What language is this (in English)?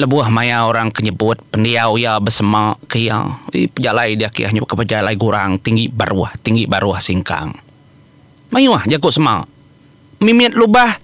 Iban